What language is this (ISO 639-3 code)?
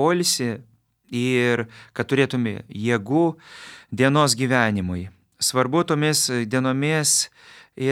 lit